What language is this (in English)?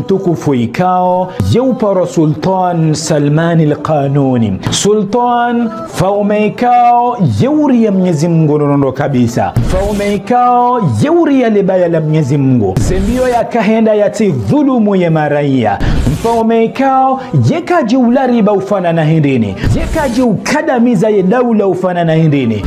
Ngazidja Comorian